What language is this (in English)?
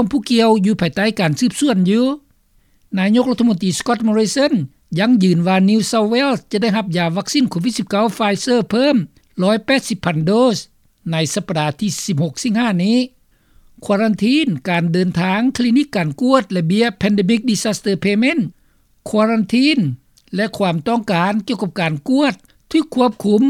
Lao